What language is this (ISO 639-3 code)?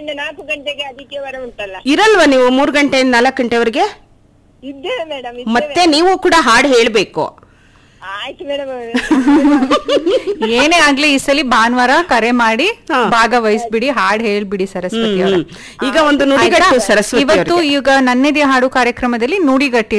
kan